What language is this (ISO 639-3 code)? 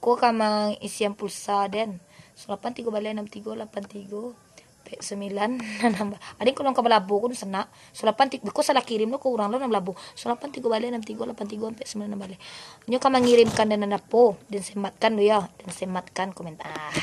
min